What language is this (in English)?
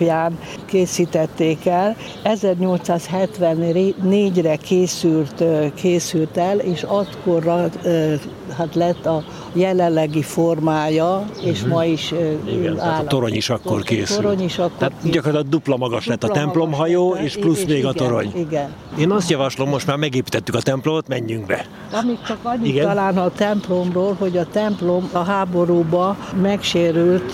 Hungarian